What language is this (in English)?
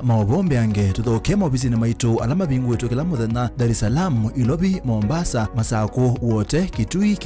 Kamba